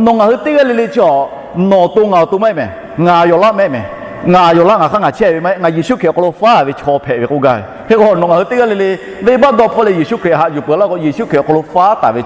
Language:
Lahu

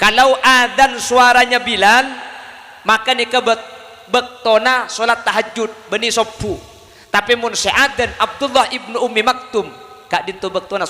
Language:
Madurese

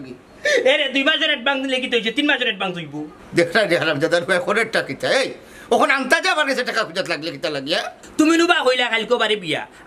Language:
Sylheti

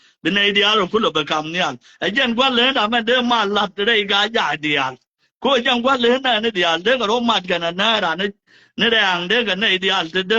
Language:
Nuer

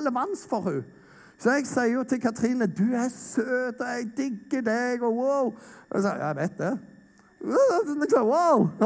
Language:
Norwegian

